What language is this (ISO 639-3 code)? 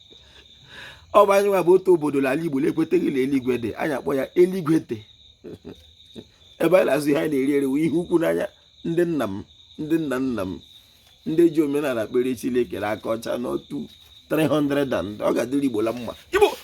ibo